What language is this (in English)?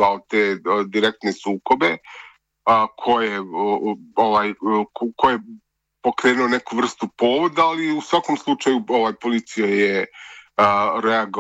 Serbian